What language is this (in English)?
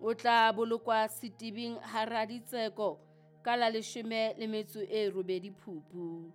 Southern Sotho